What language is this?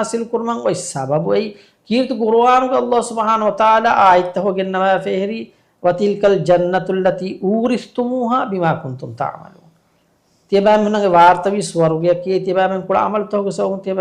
Divehi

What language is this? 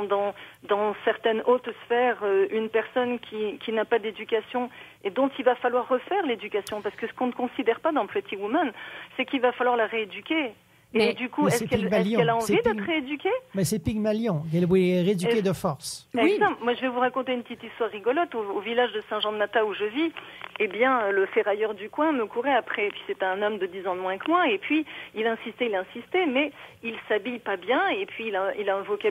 French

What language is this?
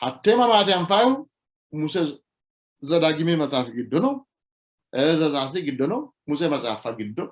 Sidamo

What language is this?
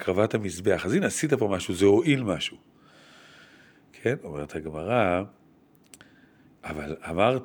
Hebrew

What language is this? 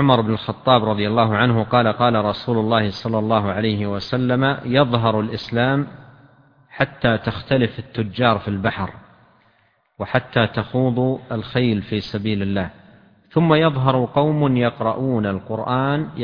Arabic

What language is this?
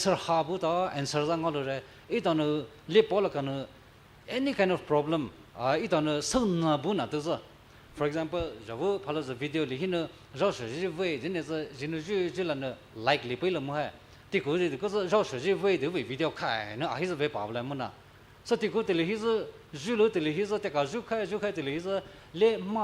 Poumei Naga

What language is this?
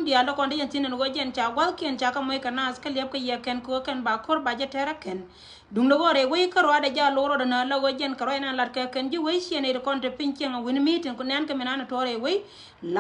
Nuer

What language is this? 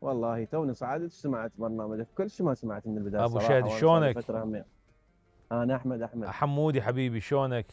Mesopotamian Arabic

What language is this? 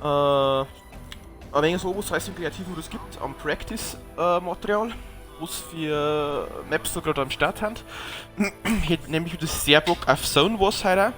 Bavarian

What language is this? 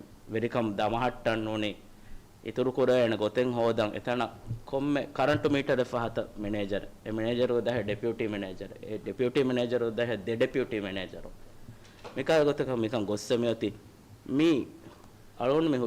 Divehi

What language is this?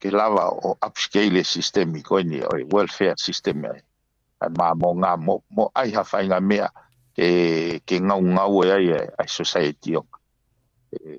Tongan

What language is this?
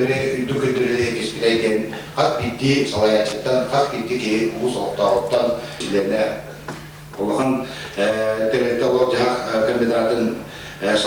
Yakut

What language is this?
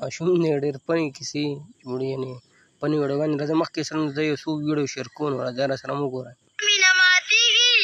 Pashto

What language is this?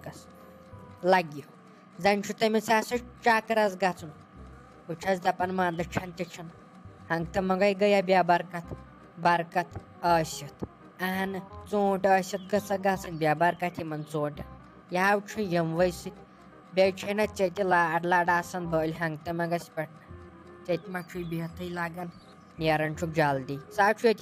Kashmiri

